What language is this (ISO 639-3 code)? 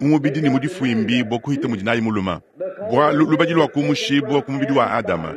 lua